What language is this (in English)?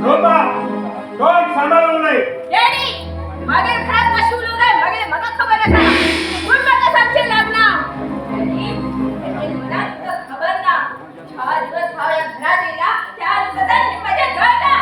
Konkani